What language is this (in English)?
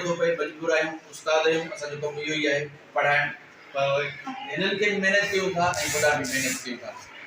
Sindhi